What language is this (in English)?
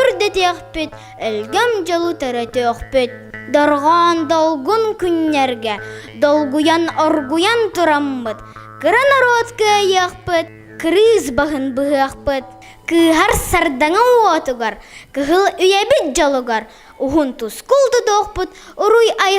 Yakut